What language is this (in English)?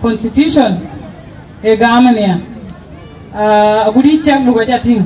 Dinka